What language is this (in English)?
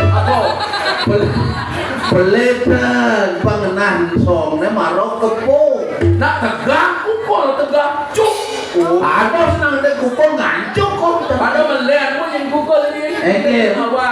Balinese